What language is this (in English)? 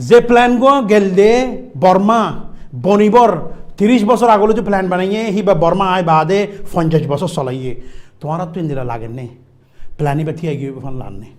Rohingya